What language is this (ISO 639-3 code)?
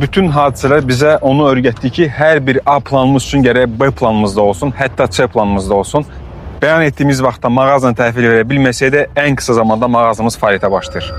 aze